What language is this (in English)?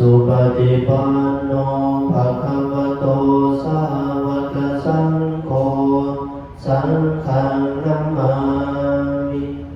Pali